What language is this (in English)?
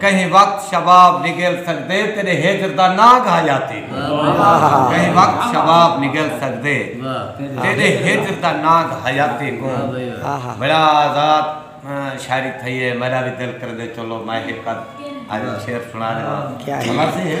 Saraiki